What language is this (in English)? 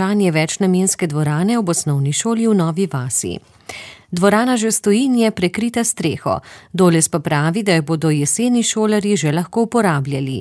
Slovenian